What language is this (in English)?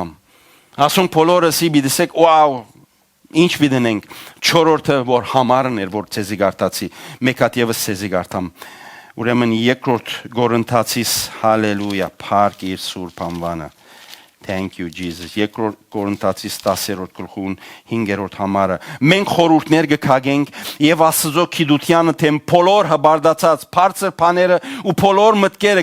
Western Armenian